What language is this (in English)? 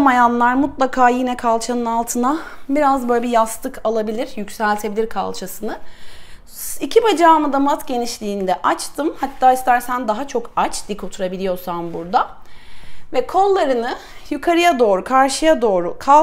Turkish